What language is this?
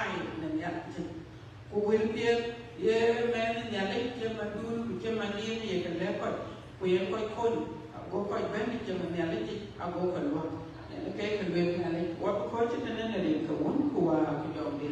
Dinka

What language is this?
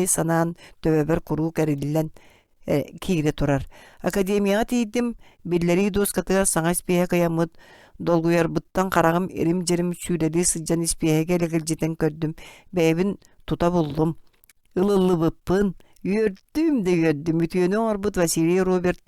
Yakut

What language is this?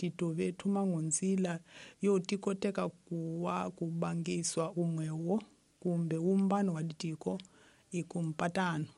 Tsonga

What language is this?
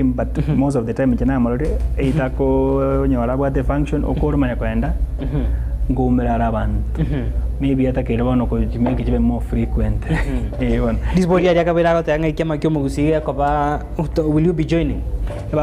Gusii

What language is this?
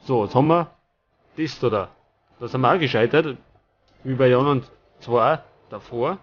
Bavarian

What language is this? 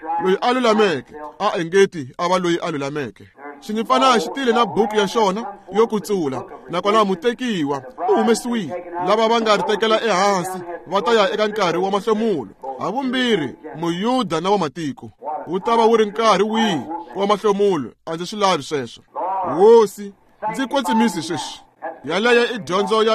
Tsonga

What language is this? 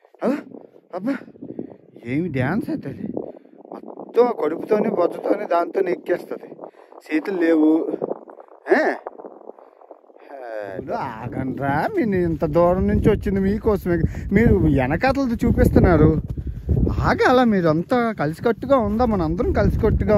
Telugu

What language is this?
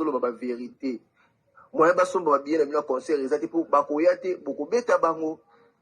Lingala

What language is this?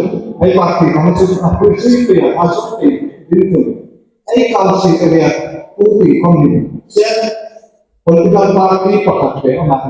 Hmar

